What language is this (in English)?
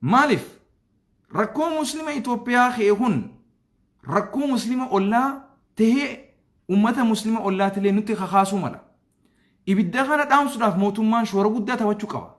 Oromo